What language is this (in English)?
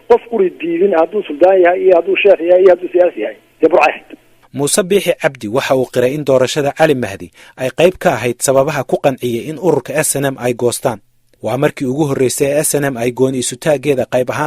Somali